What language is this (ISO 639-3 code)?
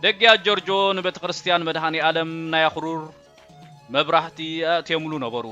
tir